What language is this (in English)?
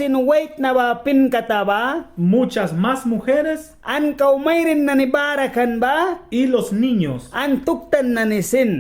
Mískito